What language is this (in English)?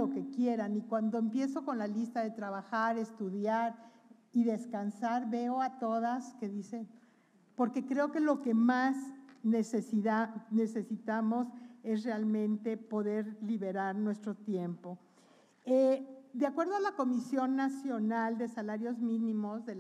Spanish